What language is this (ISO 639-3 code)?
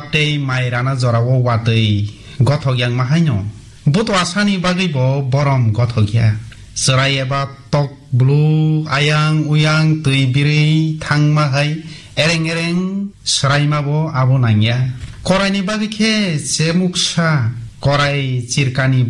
trp